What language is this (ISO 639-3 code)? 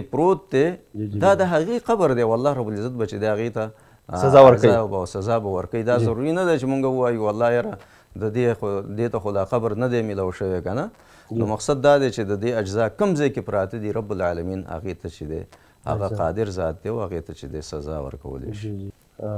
pus